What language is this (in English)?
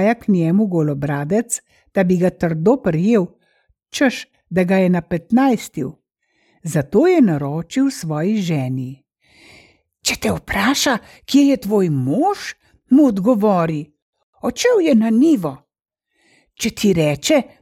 Slovenian